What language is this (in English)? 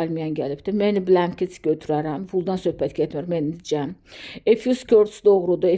Azerbaijani